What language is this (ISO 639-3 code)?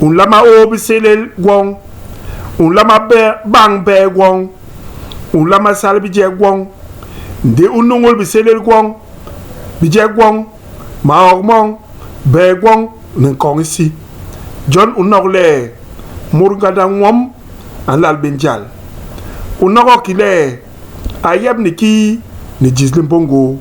bas